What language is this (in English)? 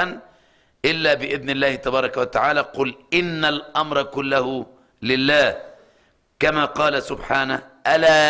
Uyghur